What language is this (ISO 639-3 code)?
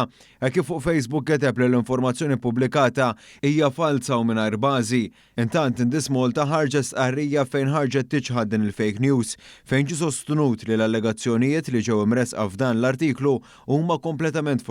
mlt